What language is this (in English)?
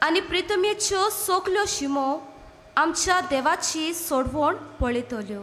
Konkani